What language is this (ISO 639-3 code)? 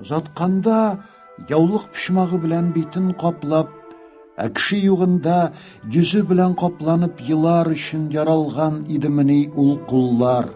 tat